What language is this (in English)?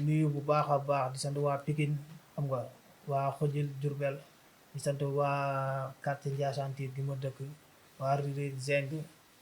Wolof